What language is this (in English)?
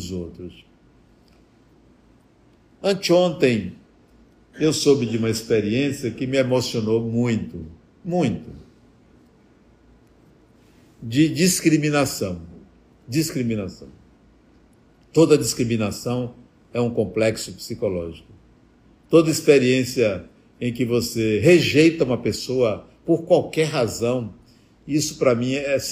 Portuguese